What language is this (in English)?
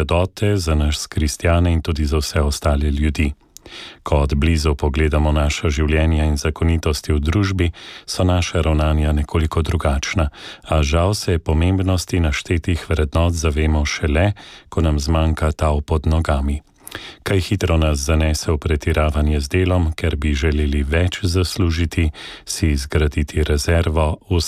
Slovenian